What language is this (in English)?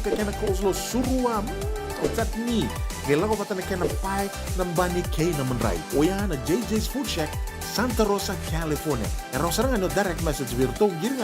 Fijian